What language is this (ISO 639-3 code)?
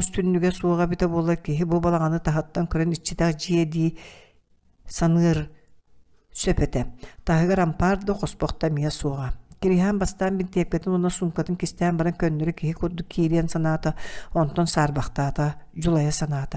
sah